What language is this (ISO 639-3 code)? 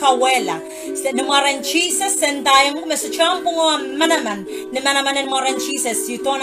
pon